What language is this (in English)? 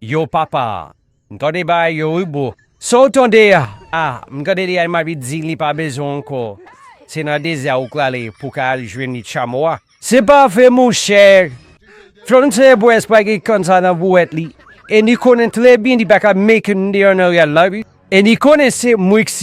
Haitian Creole